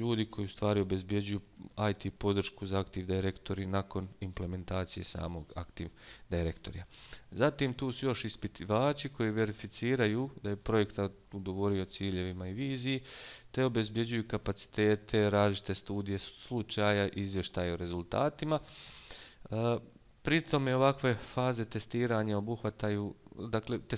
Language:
Bosnian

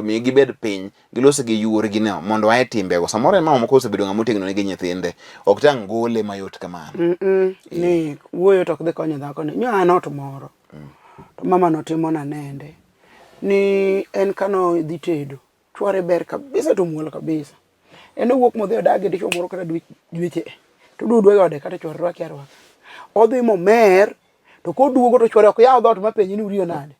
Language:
Luo (Kenya and Tanzania)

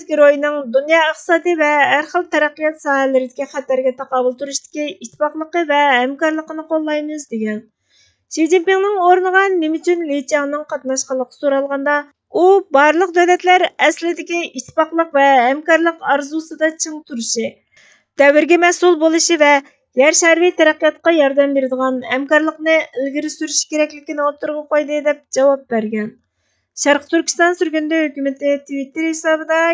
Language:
Uyghur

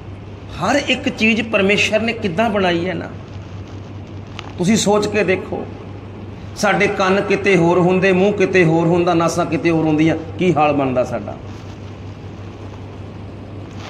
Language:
Punjabi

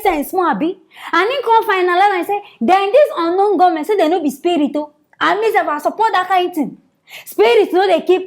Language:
Nigerian Pidgin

